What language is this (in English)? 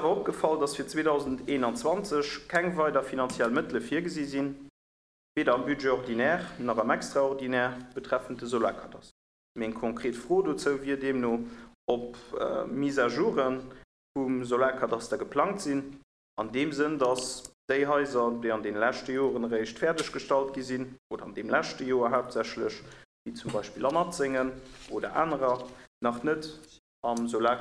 Luxembourgish